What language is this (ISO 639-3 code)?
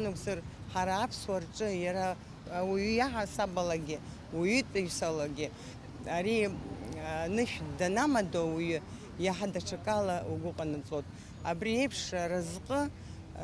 abk